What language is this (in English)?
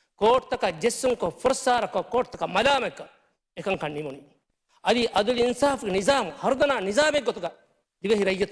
Divehi